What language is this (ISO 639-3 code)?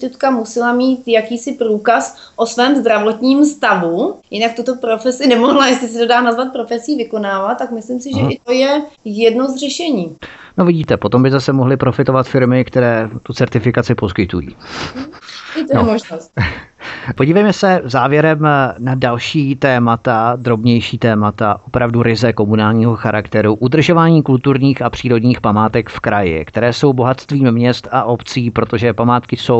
ces